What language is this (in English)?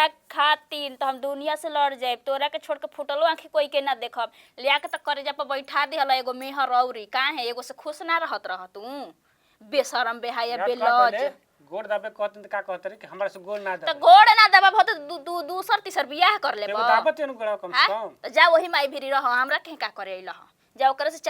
Bhojpuri